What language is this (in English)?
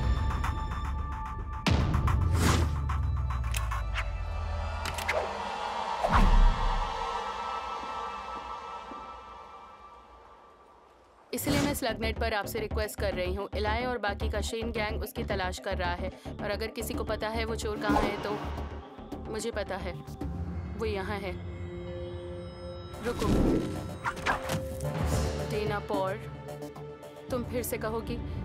Hindi